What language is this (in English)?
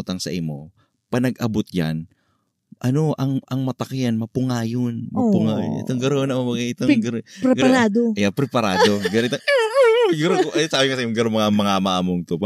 Bikol